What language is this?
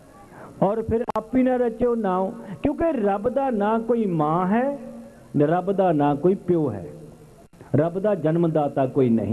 Punjabi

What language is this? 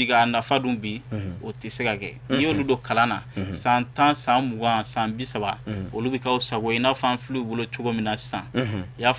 Bambara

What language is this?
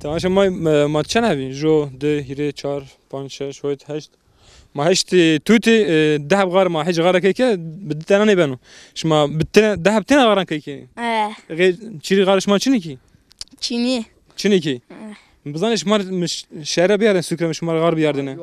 Zaza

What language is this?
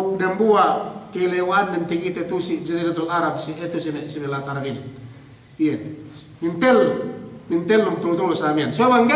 Yakan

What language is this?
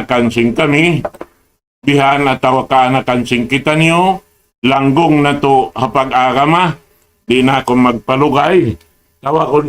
Tausug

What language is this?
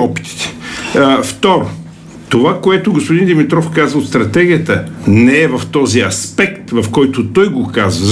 Bulgarian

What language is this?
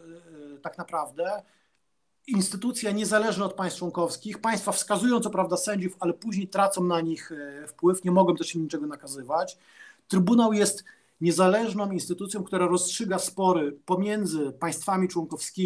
Polish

